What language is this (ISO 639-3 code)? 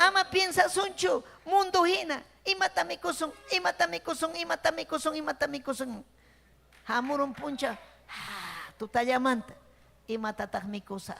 quy